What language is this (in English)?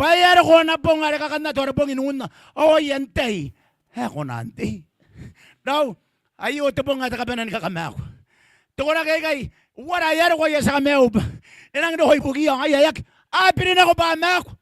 Gilbertese